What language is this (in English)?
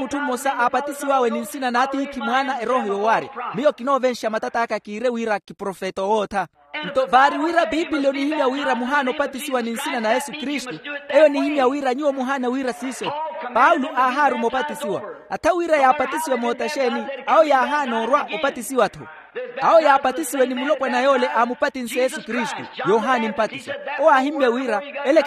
Makhuwa